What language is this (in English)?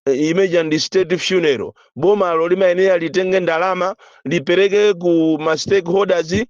Nyanja